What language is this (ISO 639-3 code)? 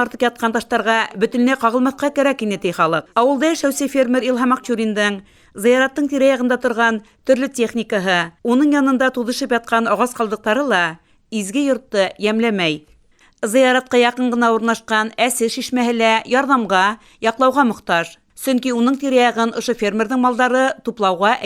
bak